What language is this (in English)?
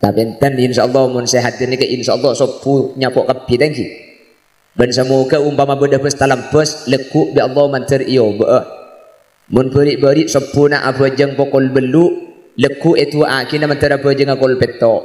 Madurese